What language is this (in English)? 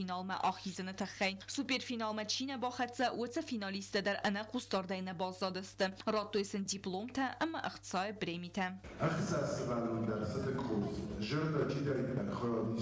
Ossetic